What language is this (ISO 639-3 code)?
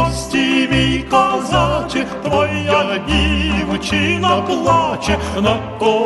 ukr